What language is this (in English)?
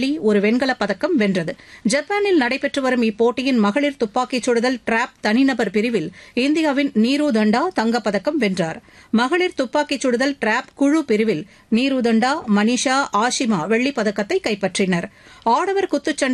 Tamil